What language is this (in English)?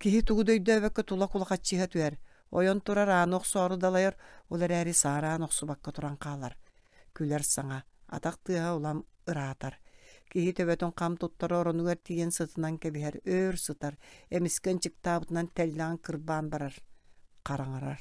Yakut